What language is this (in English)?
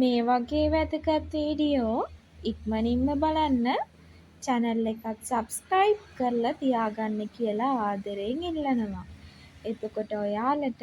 Sinhala